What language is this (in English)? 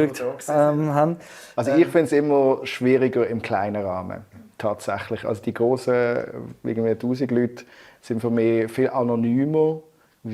Swiss German